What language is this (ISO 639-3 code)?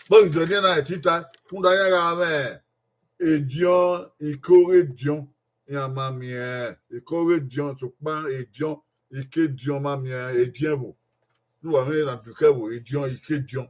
bin